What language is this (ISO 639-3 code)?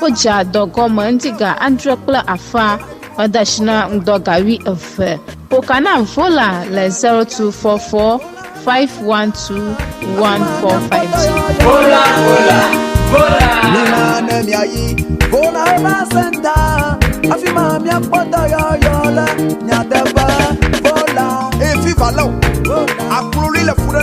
ewe